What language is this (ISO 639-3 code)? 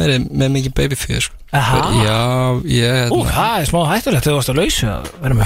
isl